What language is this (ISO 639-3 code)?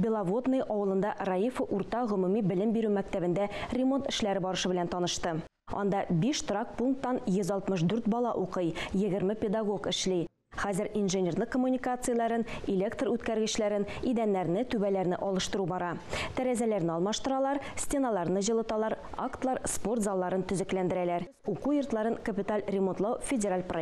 tat